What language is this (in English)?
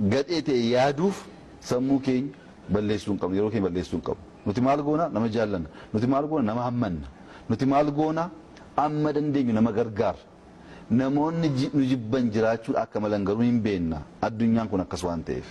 Oromo